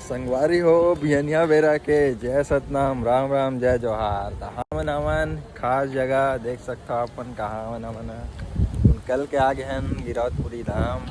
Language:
Chhattisgarhi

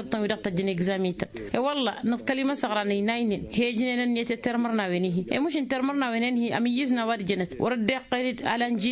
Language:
Tamasheq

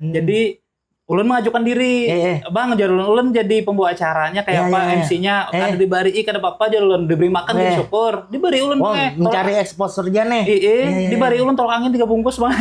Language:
Banjar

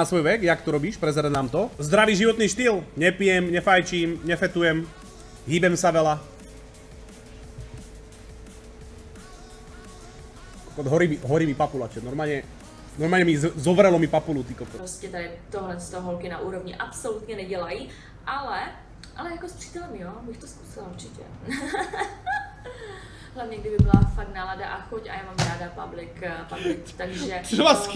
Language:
Slovak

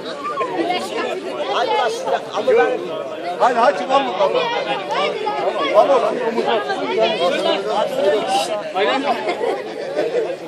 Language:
Turkish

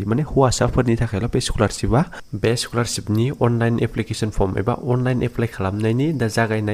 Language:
Bodo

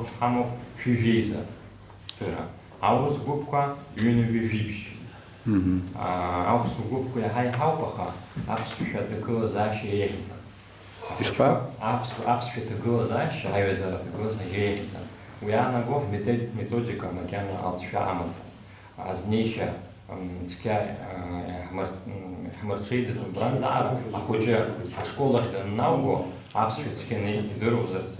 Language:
Abkhazian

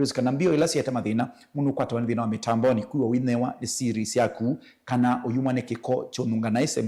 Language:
Kamba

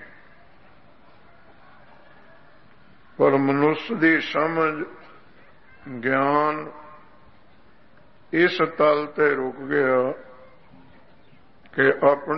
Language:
Punjabi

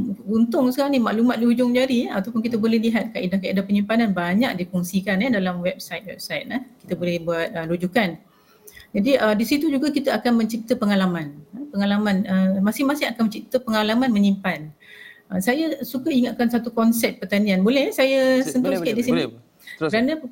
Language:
Malay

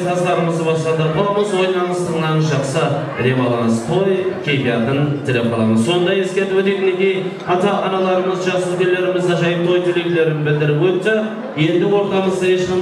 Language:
Kara-Kalpak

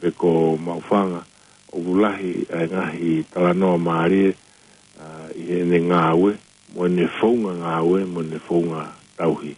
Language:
Tongan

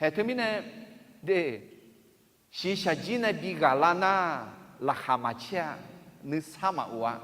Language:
Akha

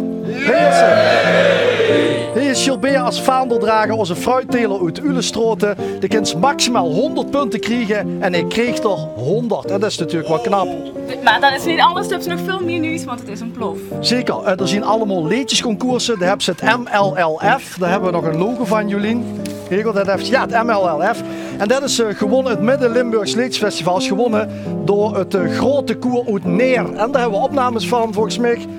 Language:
Limburgish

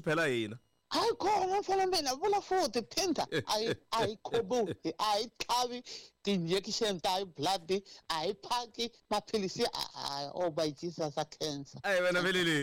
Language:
Tsonga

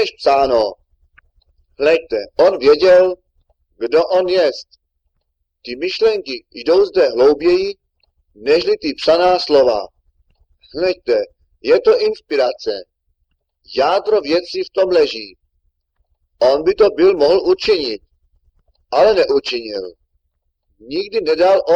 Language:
Czech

